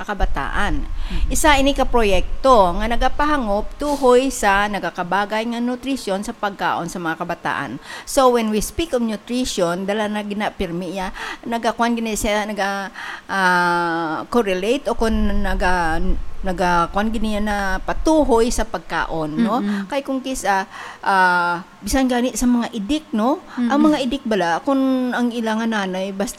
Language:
Hiligaynon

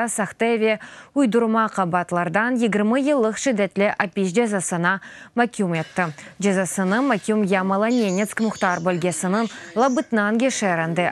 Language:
Crimean Tatar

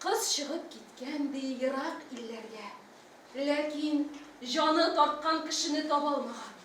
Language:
Tatar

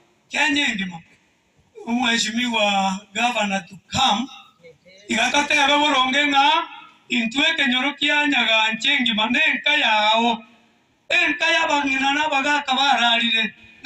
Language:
Gusii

